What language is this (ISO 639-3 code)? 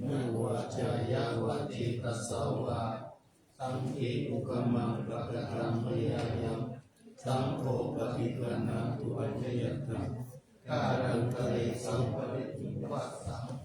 pli